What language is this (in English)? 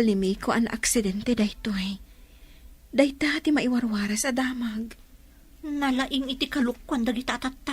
Iloko